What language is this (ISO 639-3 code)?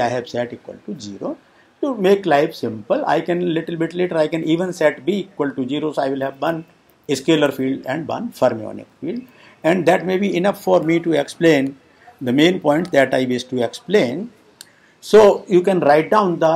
eng